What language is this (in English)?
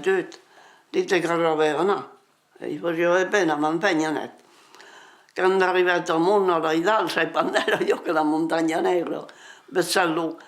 Occitan